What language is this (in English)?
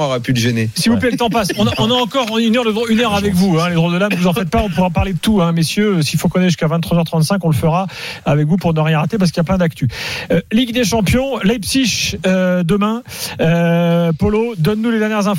French